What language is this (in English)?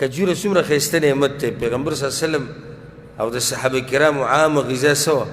Pashto